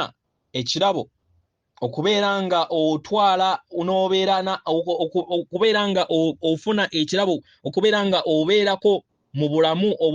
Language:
Ganda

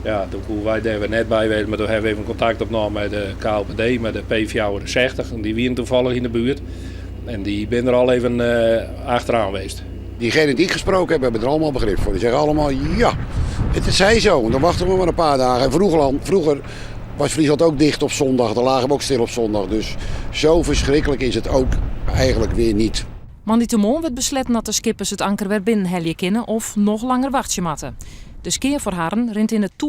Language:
Western Frisian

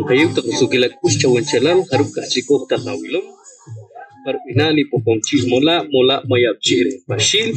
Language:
Poqomchi'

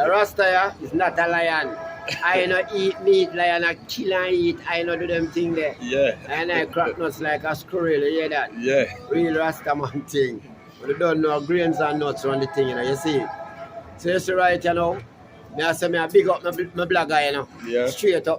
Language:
Jamaican Creole English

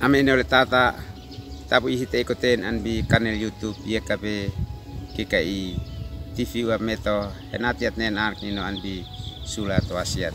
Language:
Uab Meto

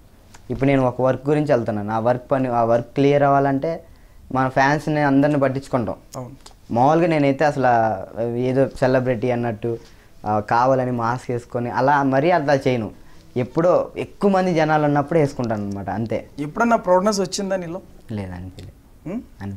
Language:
Telugu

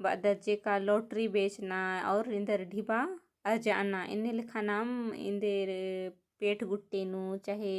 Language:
Kurukh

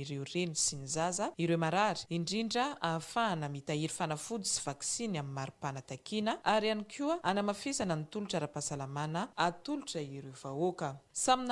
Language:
Malagasy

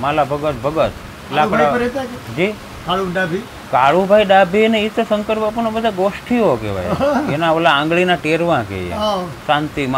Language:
Gujarati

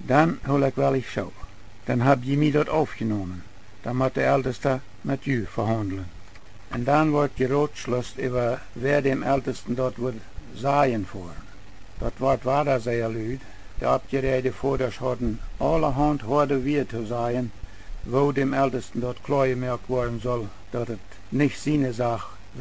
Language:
Plautdietsch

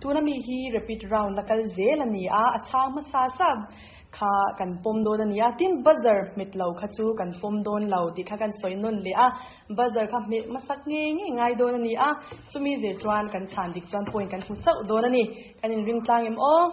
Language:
Mizo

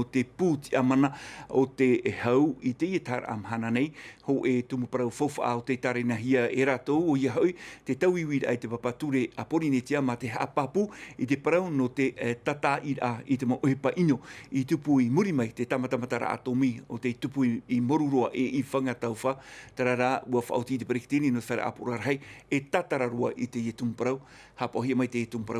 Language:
Tahitian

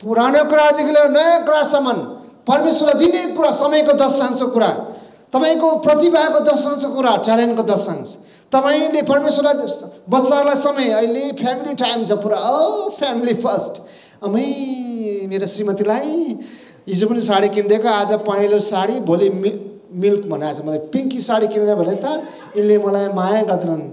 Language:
Nepali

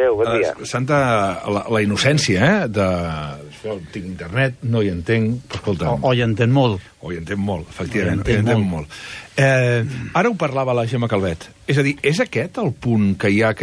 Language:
Catalan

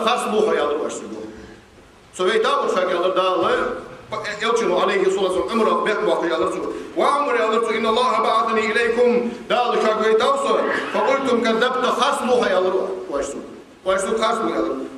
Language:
Ingush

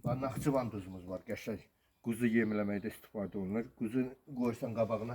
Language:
Azerbaijani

